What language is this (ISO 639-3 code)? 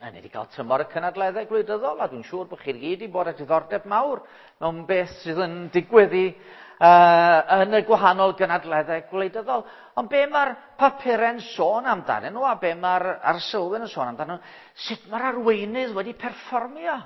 cym